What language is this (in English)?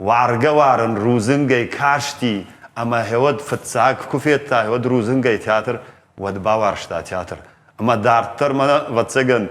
Ossetic